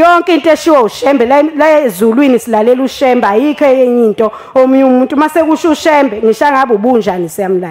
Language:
Zulu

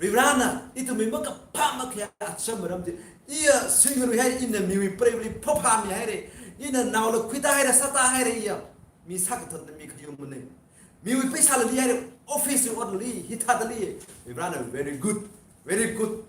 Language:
Tangkhul Naga (India)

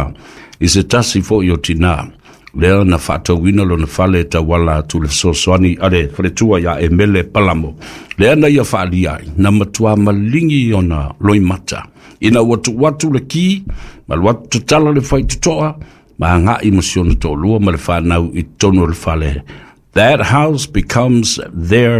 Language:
Samoan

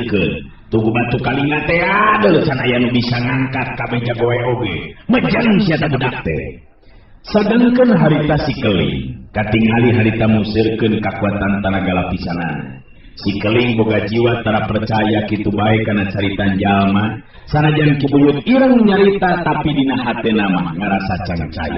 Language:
Sundanese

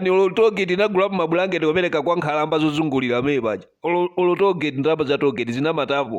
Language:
Nyanja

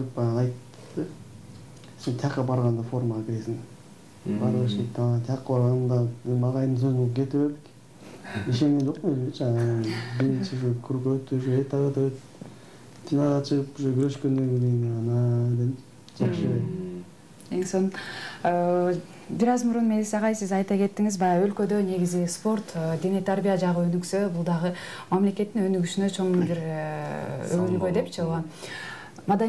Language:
Kyrgyz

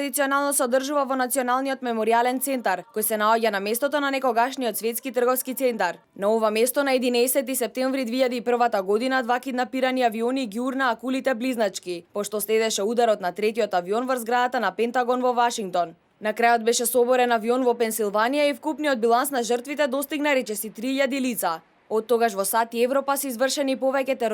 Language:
Macedonian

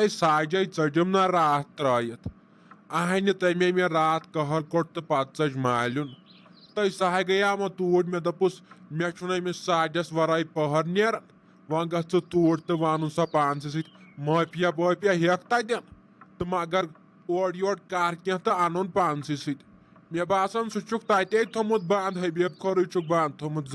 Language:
Kashmiri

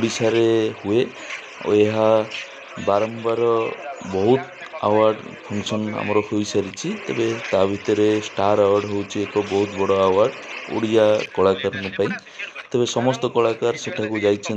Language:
Odia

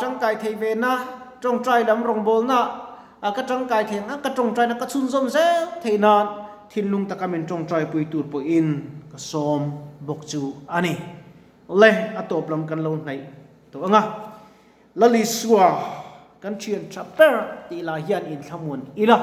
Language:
Mizo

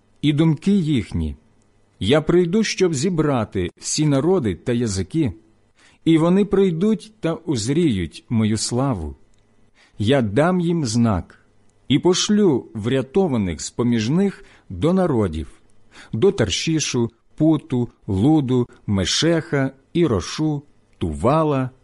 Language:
Ukrainian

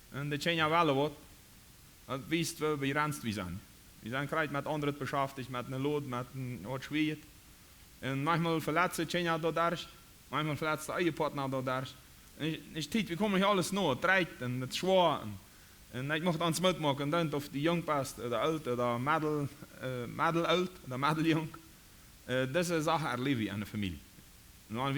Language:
Plautdietsch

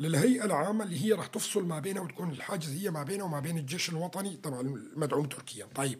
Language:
North Levantine Arabic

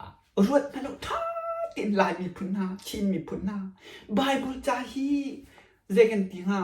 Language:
Hakha Chin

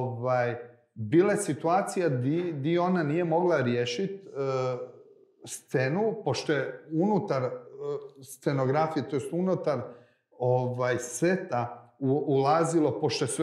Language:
Bosnian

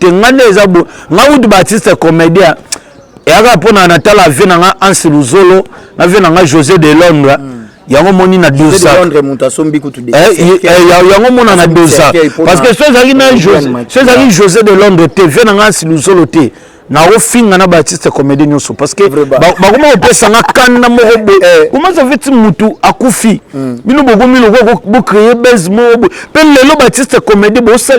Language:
Lingala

